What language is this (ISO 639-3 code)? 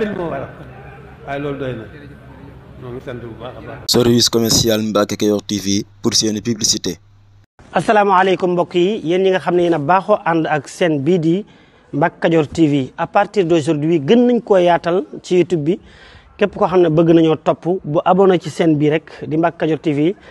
wol